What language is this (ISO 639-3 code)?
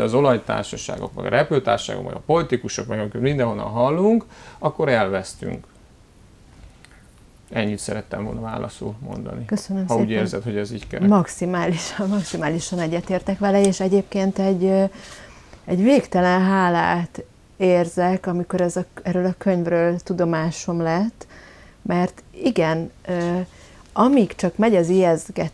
hun